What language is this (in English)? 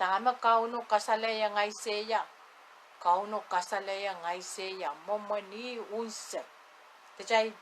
Pohnpeian